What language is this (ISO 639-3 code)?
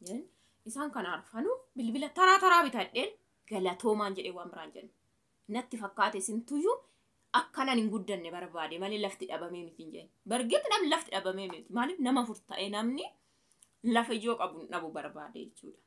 orm